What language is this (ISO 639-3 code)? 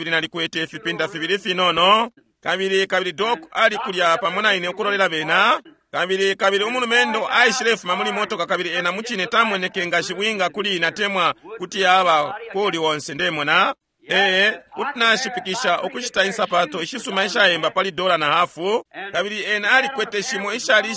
bem